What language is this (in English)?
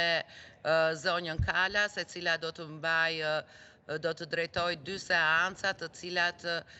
Albanian